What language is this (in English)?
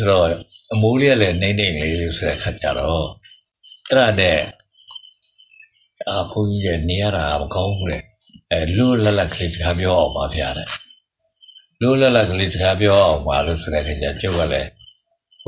Burmese